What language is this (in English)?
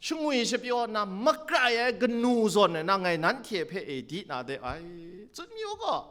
Kachin